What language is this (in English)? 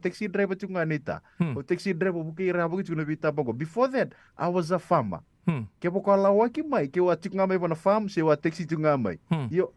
Fijian